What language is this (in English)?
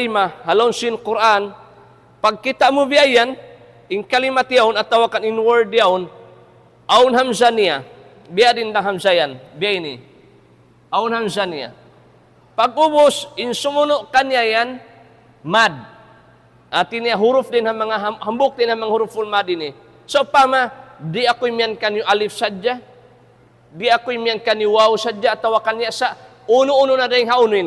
Tausug